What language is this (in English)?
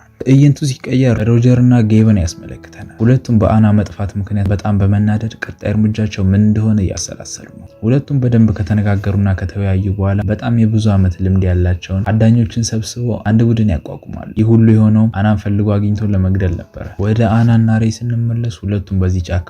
Amharic